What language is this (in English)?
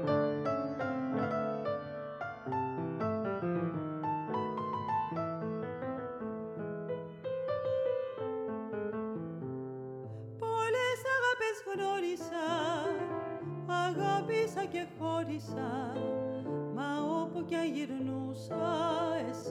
Greek